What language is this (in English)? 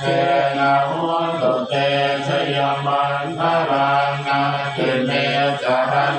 Pali